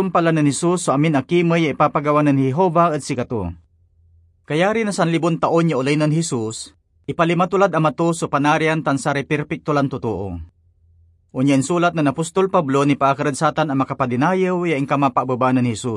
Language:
Pangasinan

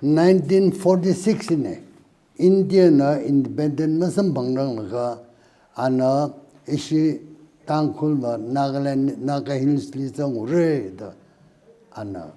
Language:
Tangkhul Naga (India)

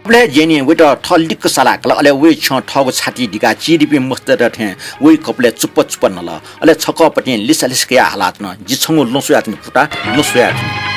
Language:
Newari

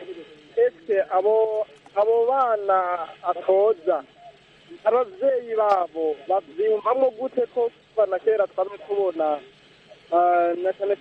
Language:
Kinyarwanda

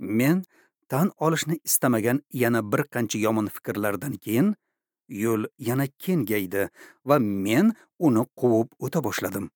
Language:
Uzbek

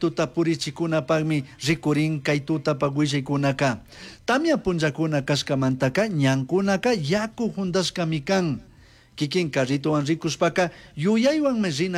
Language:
Chimborazo Highland Quichua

